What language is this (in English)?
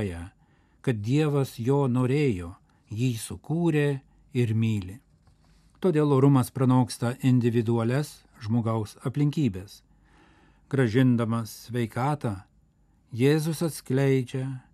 Lithuanian